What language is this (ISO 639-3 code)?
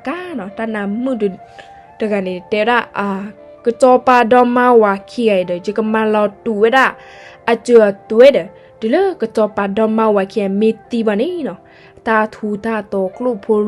ksw